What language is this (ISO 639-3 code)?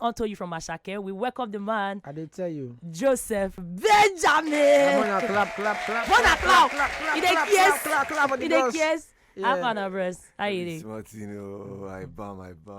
pcm